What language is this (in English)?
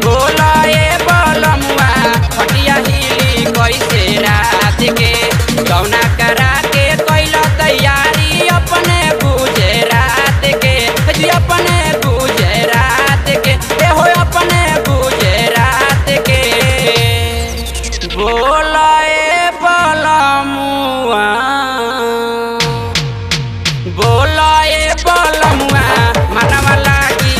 Bhojpuri